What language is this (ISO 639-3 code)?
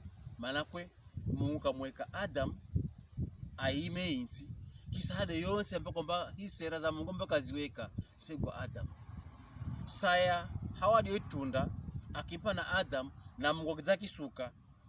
pkb